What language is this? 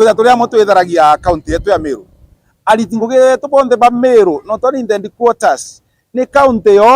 Meru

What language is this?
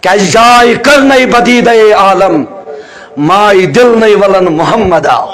Kashmiri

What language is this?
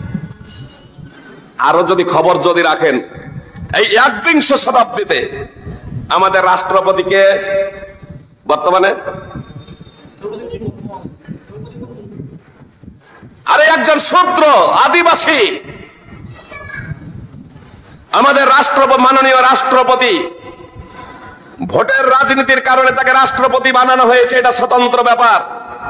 Bangla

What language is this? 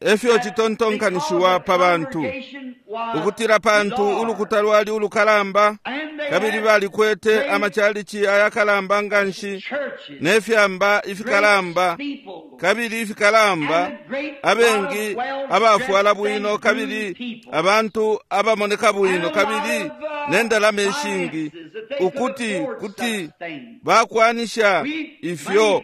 Bemba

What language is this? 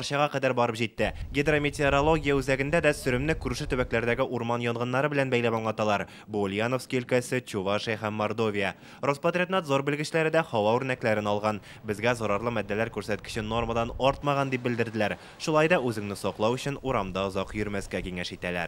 Tatar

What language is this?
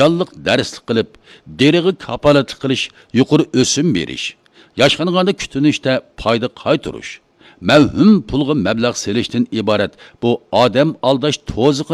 Uyghur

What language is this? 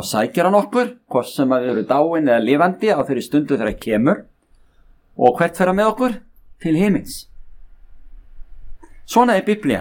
Icelandic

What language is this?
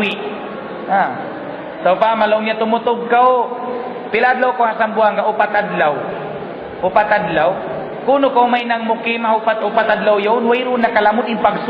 Tausug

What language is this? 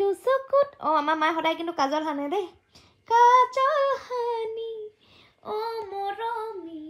Assamese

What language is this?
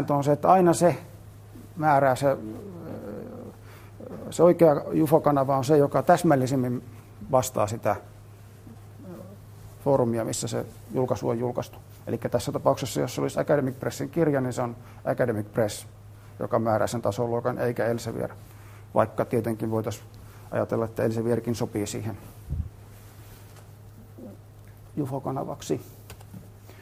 Finnish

